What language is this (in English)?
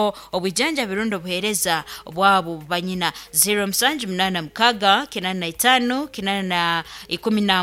Nyankole